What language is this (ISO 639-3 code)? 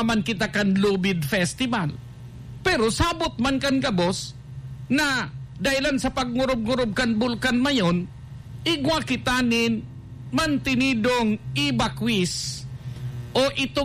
bik